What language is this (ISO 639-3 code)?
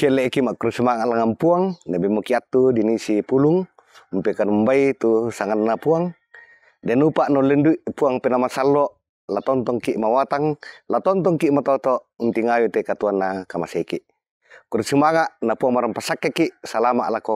sda